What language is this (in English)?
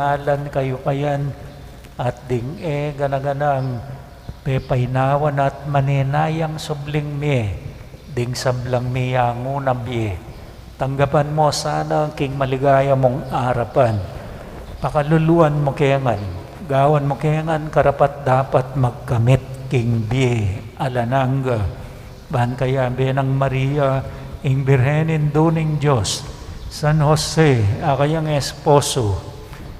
Pampanga